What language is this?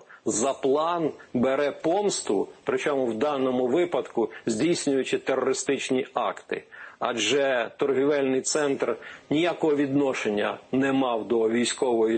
Ukrainian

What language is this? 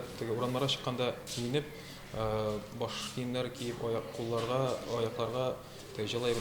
Tatar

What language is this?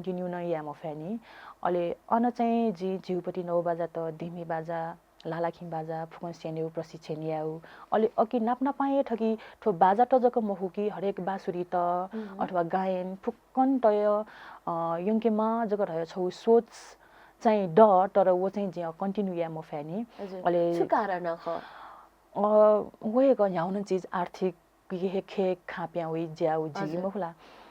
Newari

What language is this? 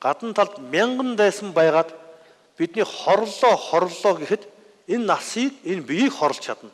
Mongolian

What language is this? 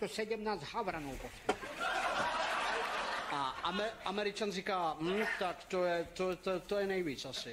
Czech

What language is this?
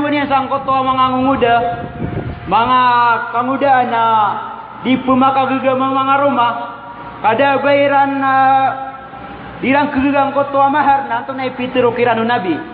Maranao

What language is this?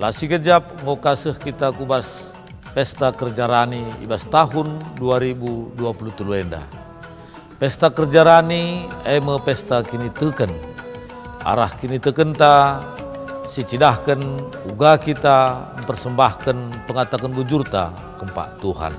Batak Karo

